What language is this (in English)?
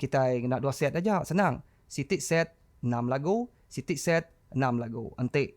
Iban